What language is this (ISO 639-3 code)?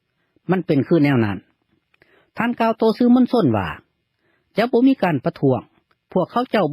lao